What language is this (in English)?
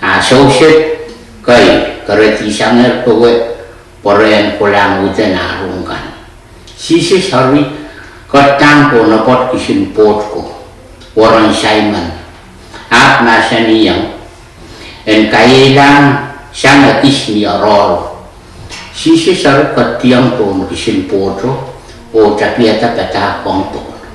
Pohnpeian